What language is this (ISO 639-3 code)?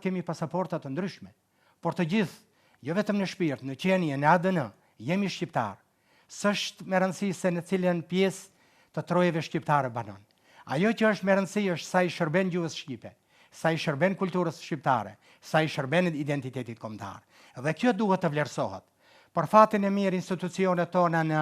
sqi